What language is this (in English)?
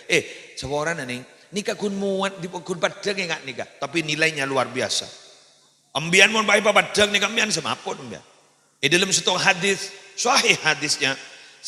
Madurese